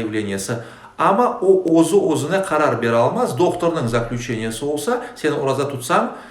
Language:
Crimean Tatar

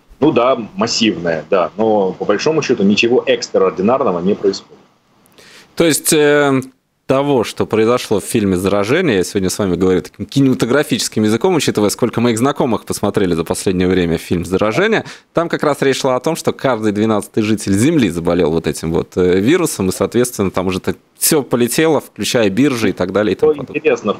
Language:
Russian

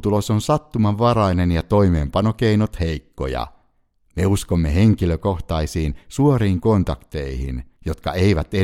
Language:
Finnish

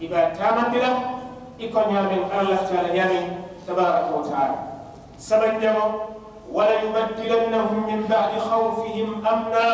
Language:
Mandingo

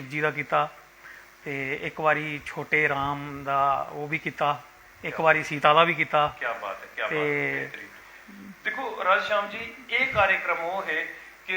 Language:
Dogri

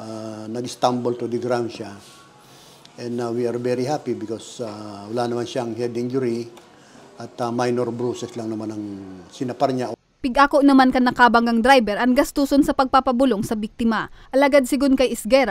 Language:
Bikol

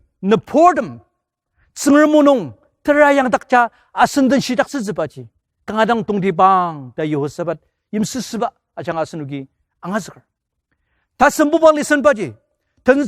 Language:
Ao Naga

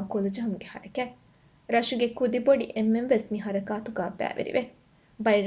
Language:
Divehi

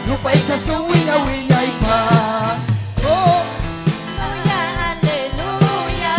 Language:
Ayacucho Quechua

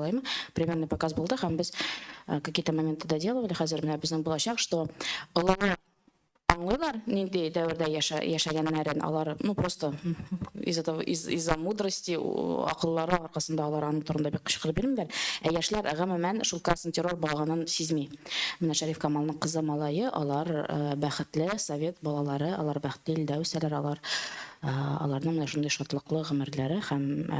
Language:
Tatar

